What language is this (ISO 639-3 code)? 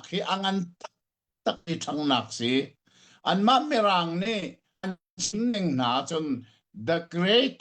cnh